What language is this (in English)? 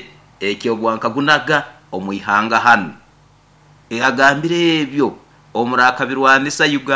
Nyoro